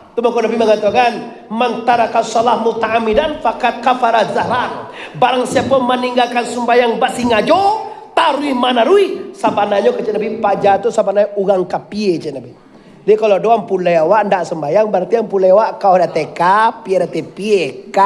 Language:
Minangkabau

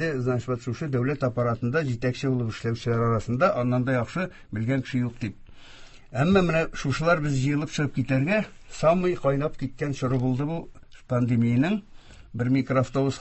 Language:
Tatar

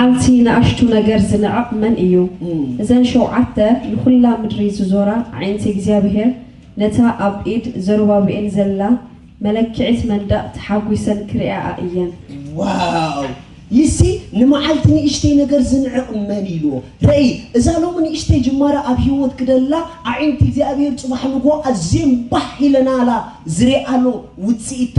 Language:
Tigrinya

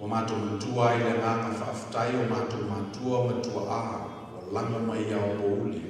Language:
Samoan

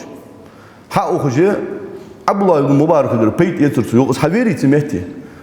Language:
Ingush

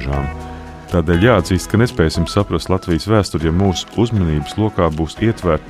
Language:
Latvian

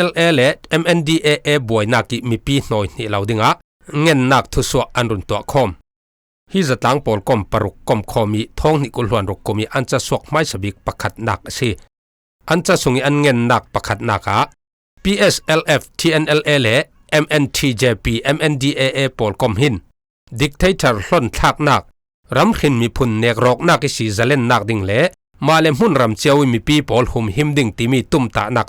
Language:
Falam Chin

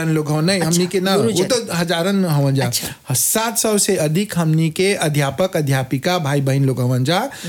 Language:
Bhojpuri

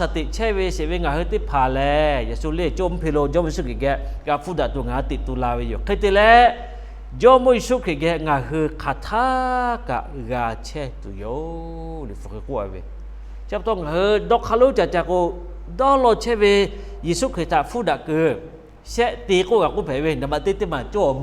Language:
Lahu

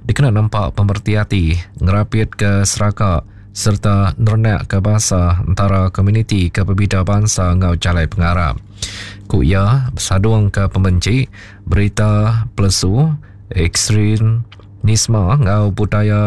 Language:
Iban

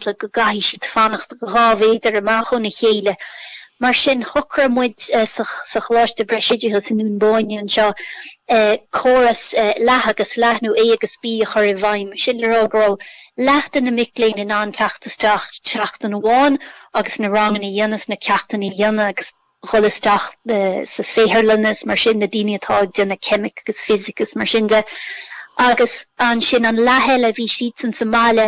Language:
Irish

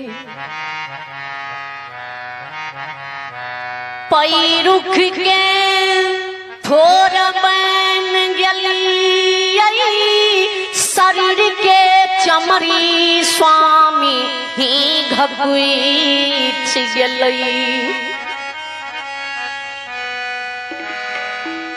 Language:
Bhojpuri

